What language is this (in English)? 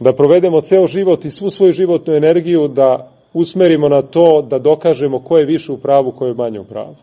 Serbian